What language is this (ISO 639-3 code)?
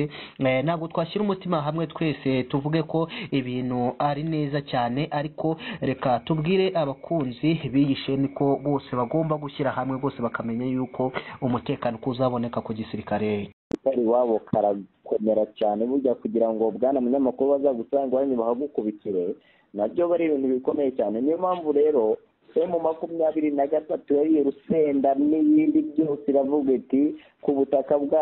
kin